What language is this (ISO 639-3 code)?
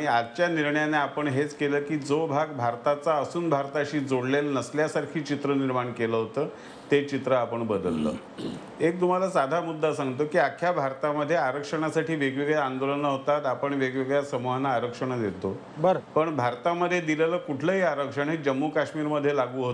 mar